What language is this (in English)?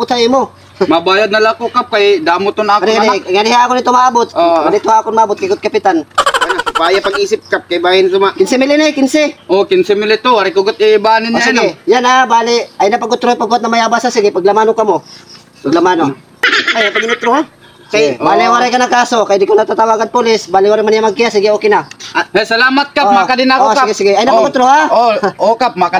Waray